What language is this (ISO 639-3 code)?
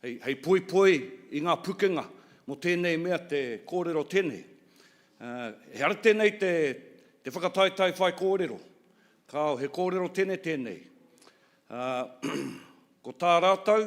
mri